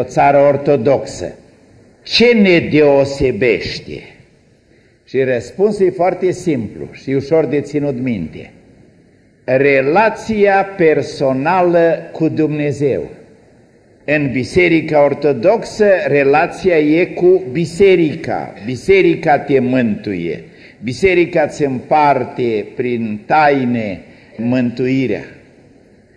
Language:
Romanian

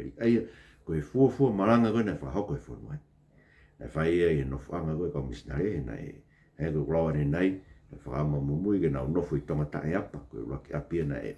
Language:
Tongan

